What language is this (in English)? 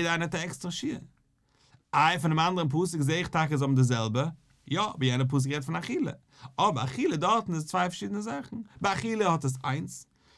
Yiddish